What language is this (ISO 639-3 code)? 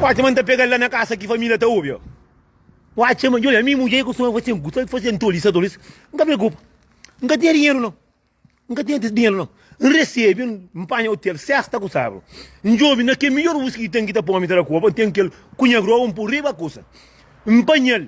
kea